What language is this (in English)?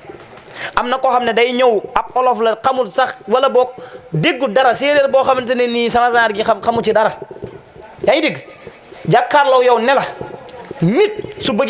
Wolof